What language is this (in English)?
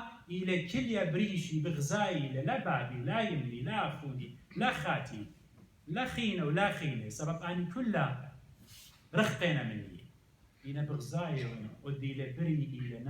Assyrian Neo-Aramaic